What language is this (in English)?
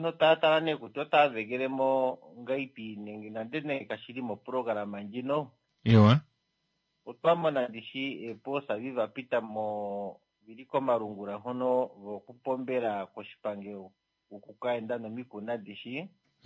Kuanyama